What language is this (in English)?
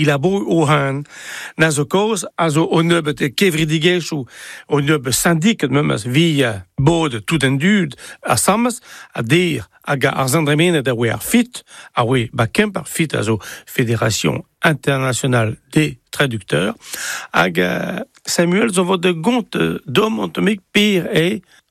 Breton